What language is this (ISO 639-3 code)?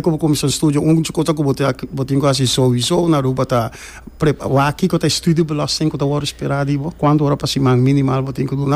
pap